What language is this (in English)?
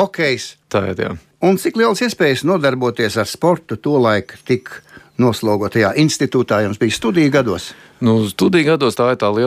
Latvian